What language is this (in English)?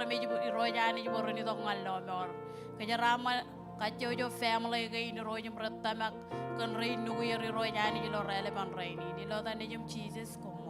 Marshallese